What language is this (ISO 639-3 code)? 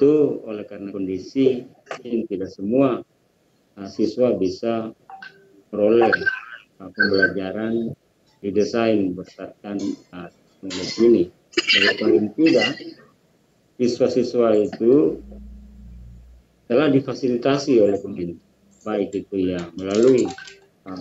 ind